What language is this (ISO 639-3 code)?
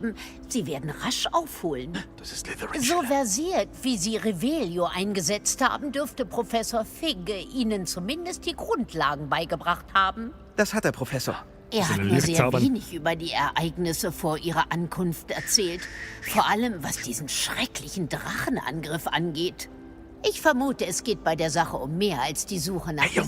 bar